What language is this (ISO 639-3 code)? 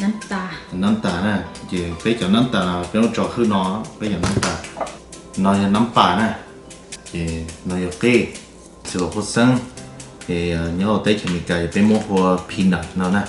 hmn